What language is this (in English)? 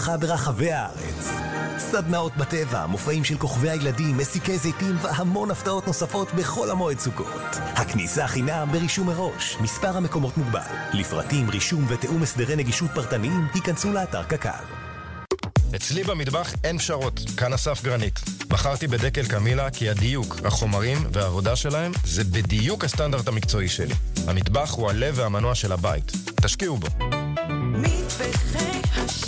Hebrew